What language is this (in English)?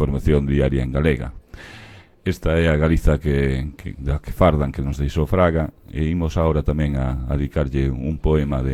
Galician